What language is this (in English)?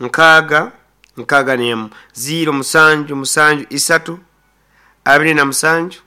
Nyoro